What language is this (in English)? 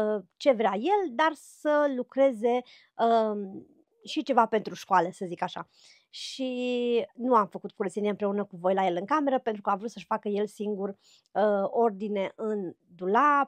Romanian